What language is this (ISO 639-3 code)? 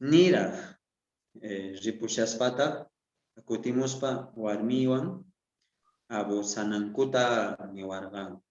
quh